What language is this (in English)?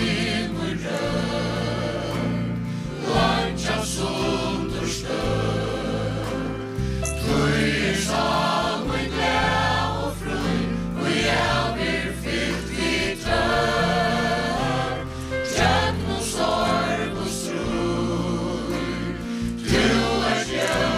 Faroese